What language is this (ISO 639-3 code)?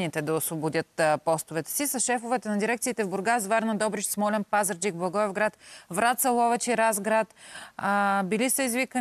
bul